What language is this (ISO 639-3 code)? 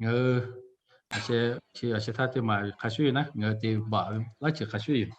lhu